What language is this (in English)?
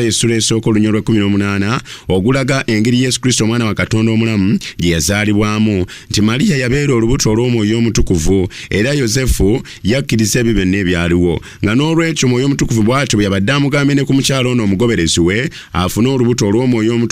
Ganda